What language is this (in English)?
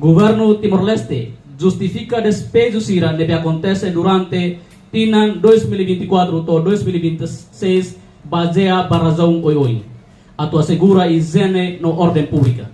Tetum